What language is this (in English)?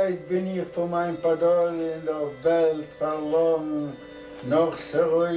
Yiddish